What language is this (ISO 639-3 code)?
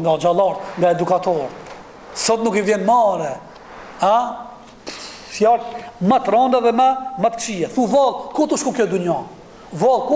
sqi